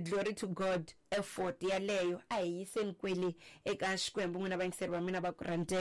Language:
Tsonga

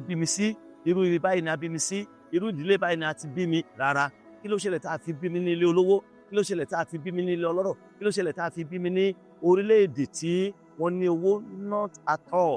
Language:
Yoruba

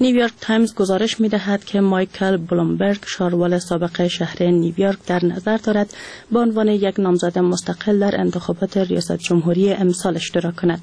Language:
Persian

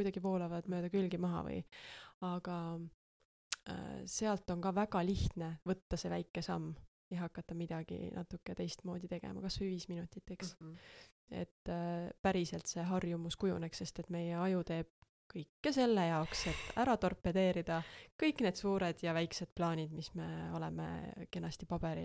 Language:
Estonian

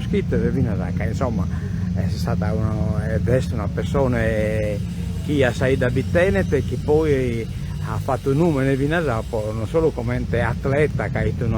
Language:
Sardinian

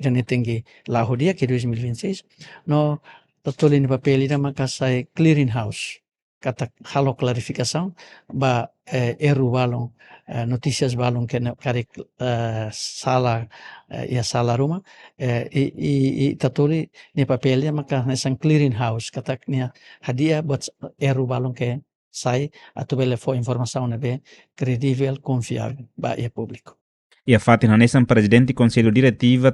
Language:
Tetum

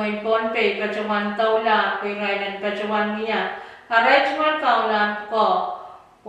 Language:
Pohnpeian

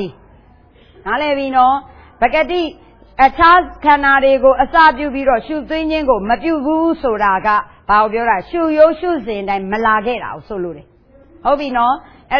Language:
Burmese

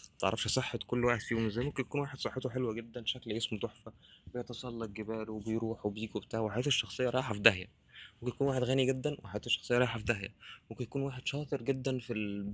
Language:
Egyptian Arabic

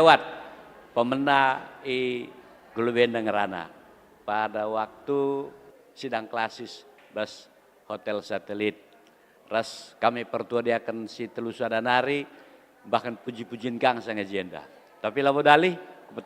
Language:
Batak Karo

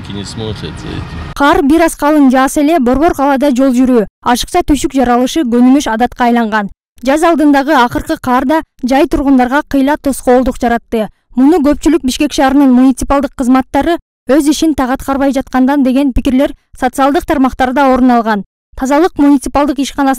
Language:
Kyrgyz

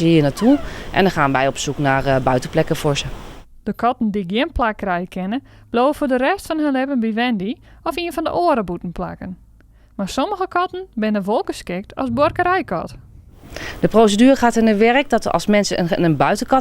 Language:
Western Frisian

